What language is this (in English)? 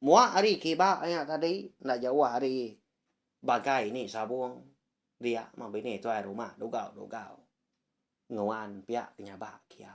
Iban